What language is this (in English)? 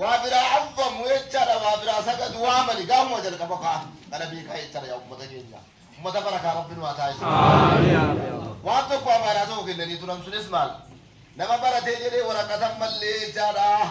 Oromo